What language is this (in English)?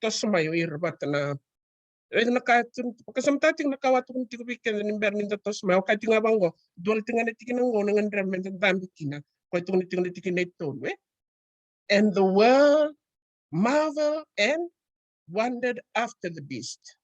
Fijian